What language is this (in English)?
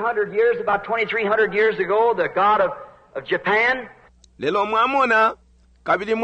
Bemba